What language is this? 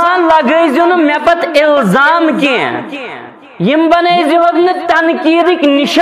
Kashmiri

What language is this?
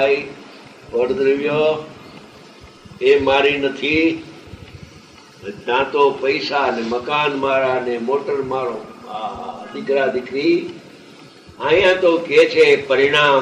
Gujarati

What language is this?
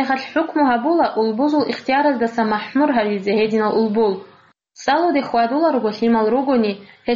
Avaric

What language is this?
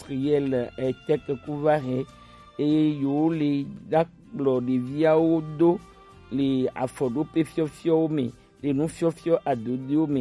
Gen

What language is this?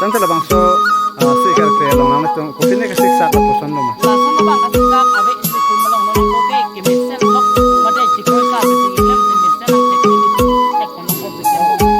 Karbi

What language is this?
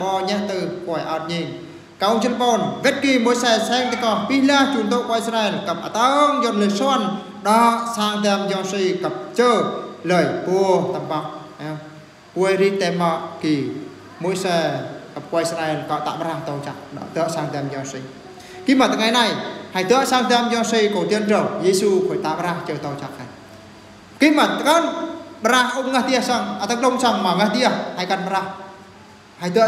Eastern Bru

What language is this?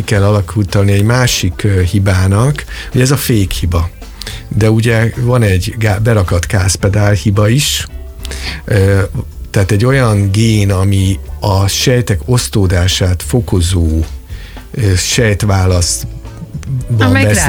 Hungarian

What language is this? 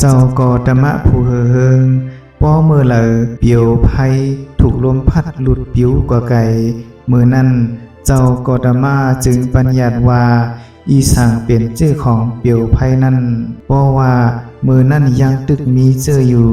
Shan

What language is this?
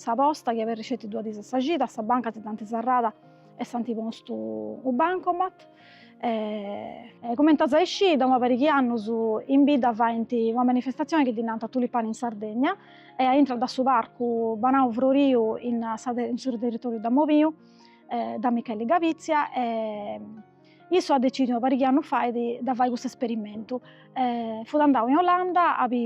Sardinian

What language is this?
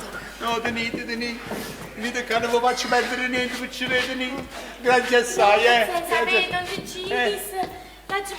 Neapolitan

